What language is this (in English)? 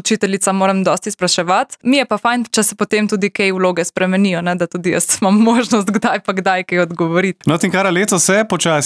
Slovenian